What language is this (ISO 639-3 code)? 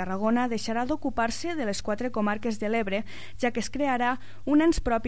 cat